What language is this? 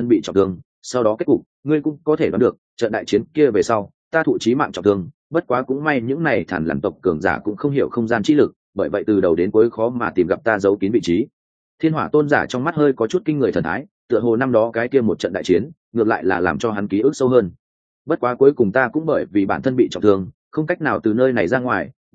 Vietnamese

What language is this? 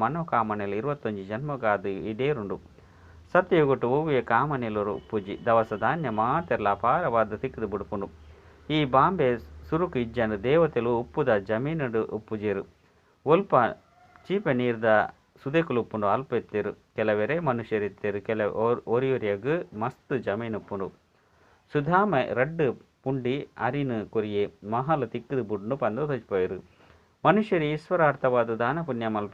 Tulu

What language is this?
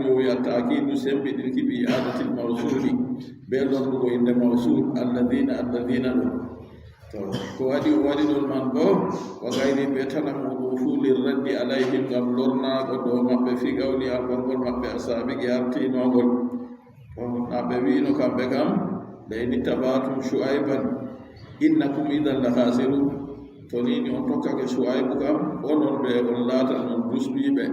Adamawa Fulfulde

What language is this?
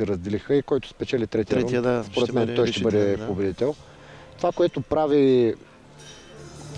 Bulgarian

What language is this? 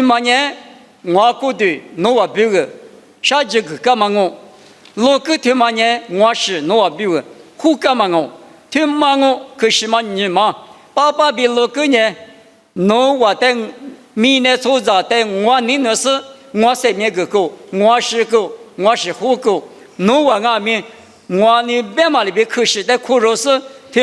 Lisu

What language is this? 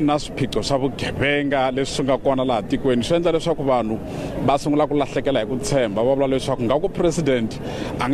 Tsonga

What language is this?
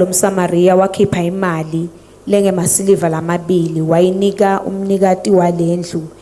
Swati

